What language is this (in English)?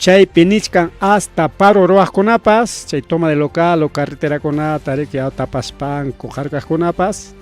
Ayacucho Quechua